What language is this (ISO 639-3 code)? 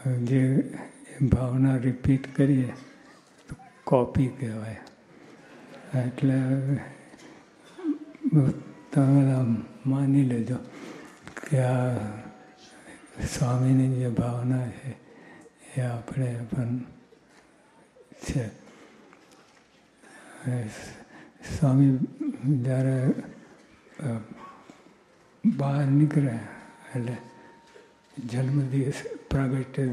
guj